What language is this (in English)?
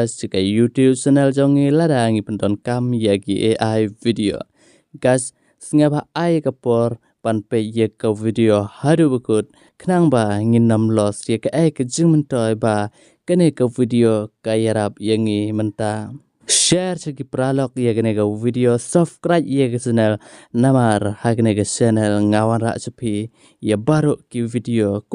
Khasi